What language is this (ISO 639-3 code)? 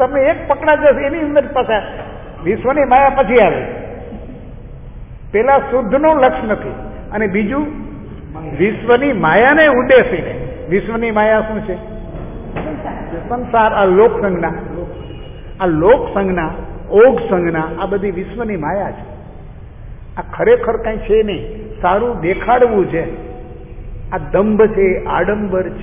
guj